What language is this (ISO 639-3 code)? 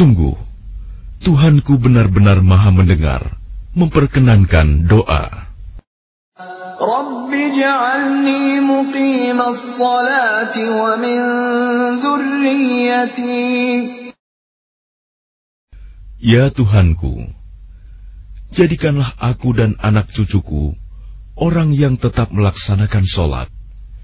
ind